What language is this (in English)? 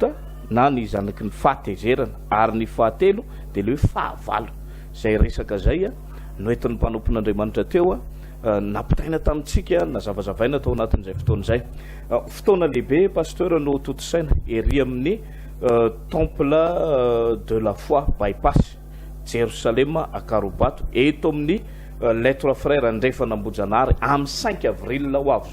Malagasy